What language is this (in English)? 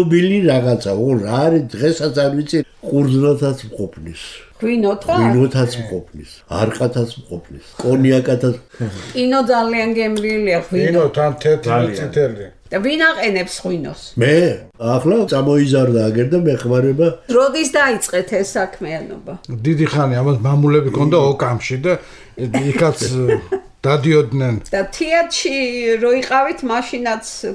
Georgian